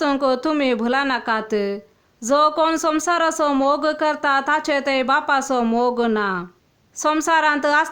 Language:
Konkani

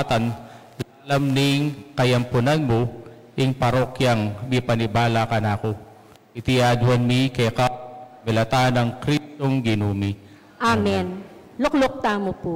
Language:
Pampanga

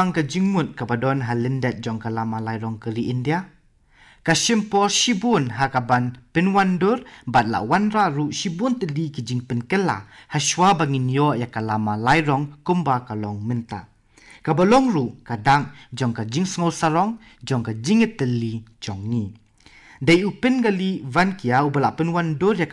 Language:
Khasi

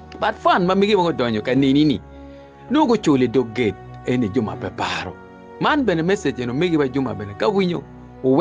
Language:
Acoli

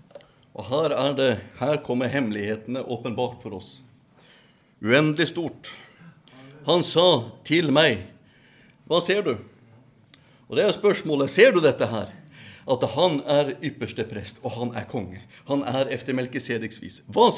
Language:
Norwegian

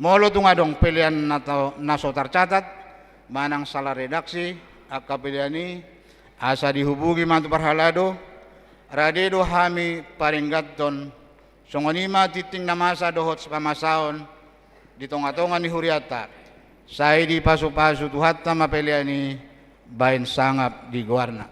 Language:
Batak Toba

